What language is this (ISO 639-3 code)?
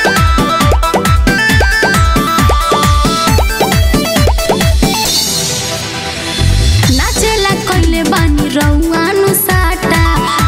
bho